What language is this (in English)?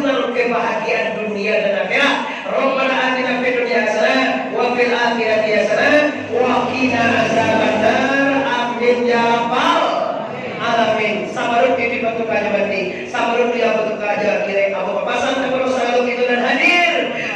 Minangkabau